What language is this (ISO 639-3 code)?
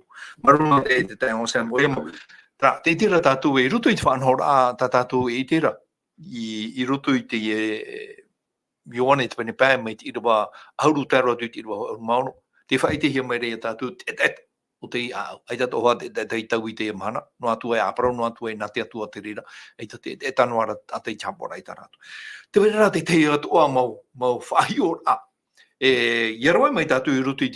tah